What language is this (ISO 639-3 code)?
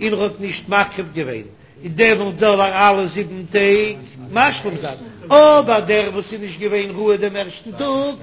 yid